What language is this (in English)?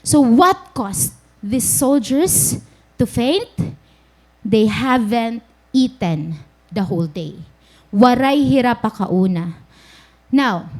Waray